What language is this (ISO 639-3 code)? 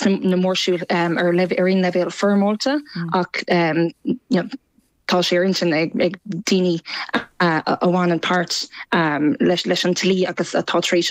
gle